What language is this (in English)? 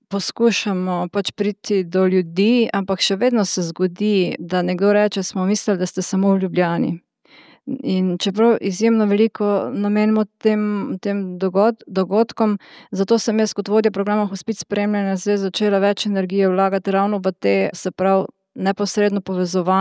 Slovenian